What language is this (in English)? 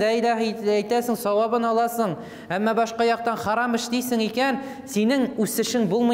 Tatar